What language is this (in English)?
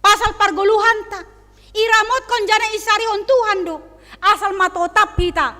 Batak Simalungun